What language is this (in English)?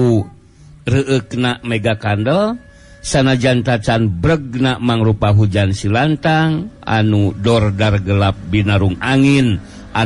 Sundanese